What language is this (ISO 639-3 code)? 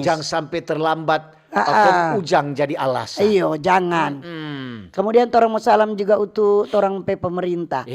xmm